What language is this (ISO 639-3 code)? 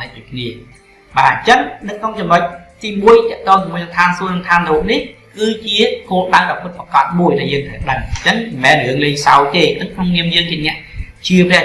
khm